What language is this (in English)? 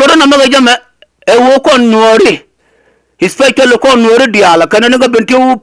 Nuer